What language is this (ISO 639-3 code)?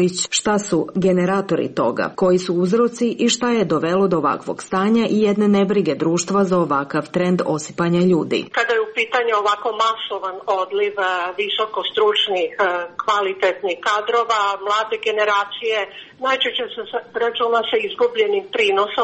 srp